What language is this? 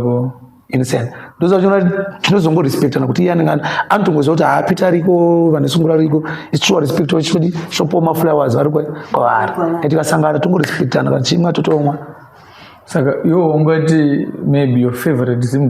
Shona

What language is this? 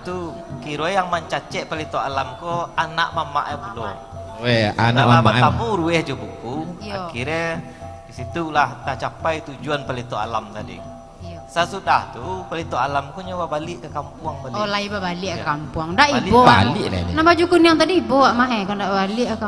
Minangkabau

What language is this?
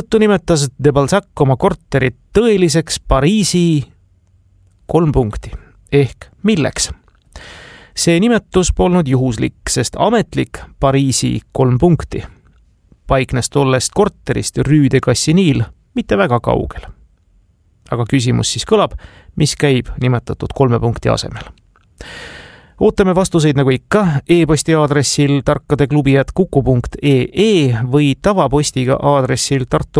Estonian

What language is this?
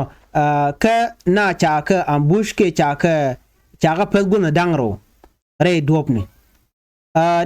Nuer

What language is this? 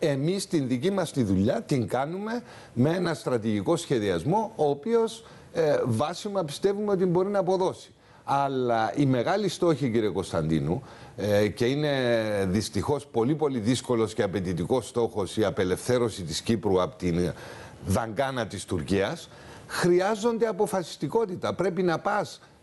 Greek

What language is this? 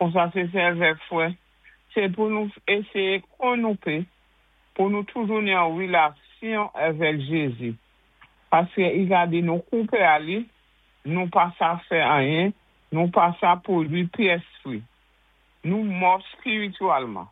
Saint Lucian Creole French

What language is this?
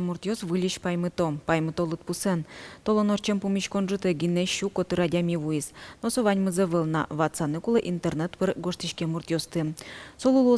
Udmurt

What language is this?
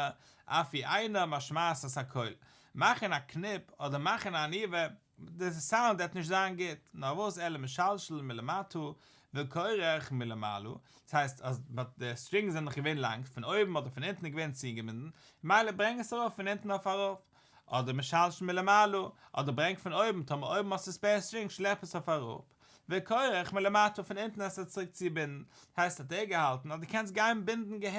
Yiddish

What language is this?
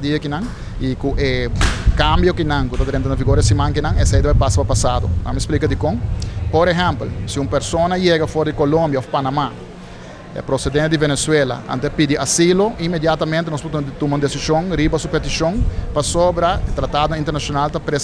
Papiamento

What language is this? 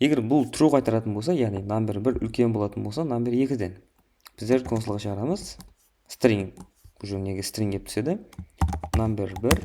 Kara-Kalpak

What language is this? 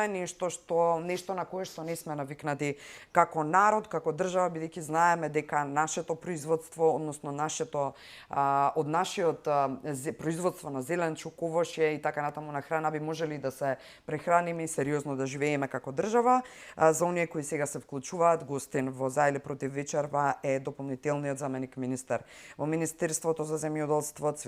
Macedonian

